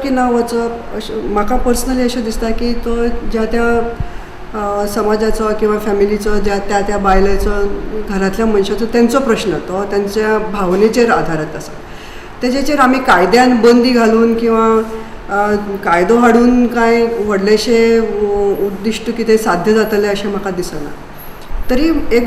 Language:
Konkani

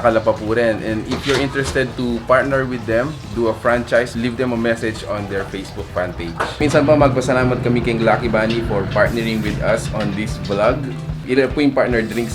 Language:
Pampanga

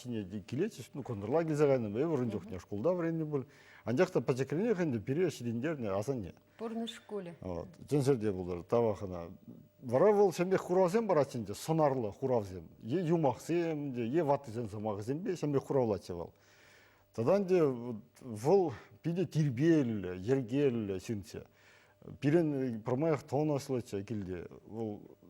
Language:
Chuvash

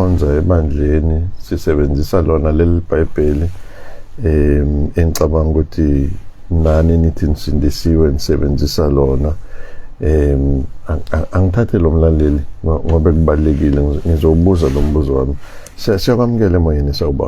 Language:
Zulu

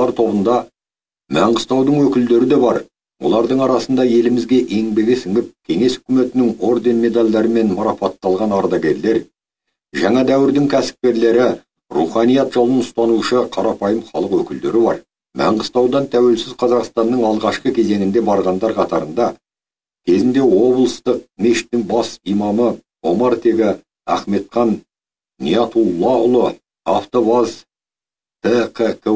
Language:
Kazakh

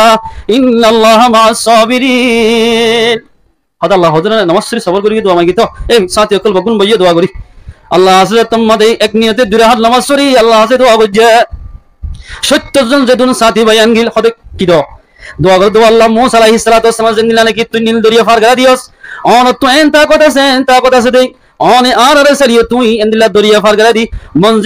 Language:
Rohingya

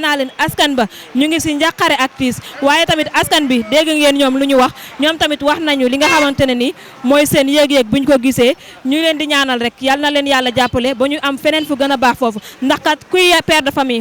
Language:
Wolof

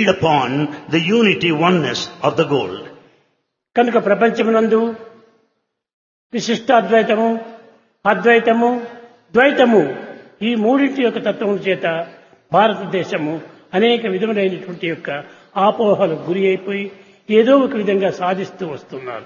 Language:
Telugu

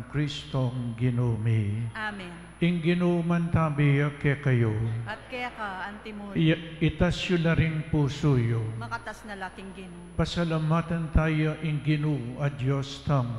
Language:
Pampanga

